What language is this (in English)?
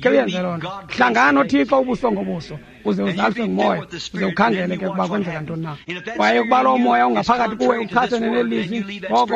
Xhosa